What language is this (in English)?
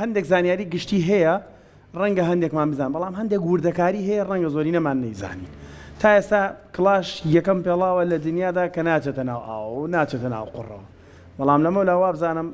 Central Kurdish